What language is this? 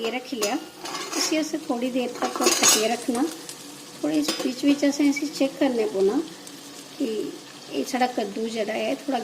Dogri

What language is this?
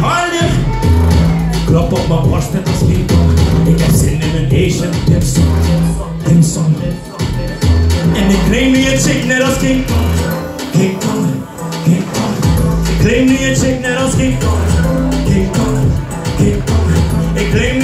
Dutch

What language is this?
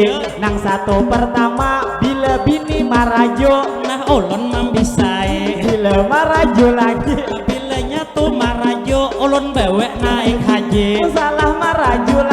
Banjar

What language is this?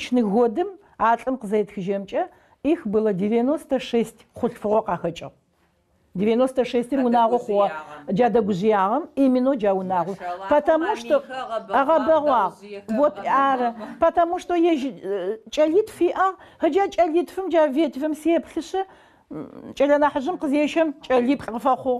Adyghe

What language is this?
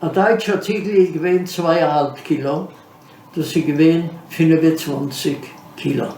Yiddish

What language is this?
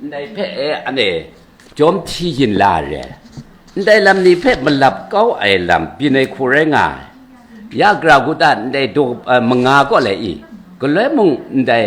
Kachin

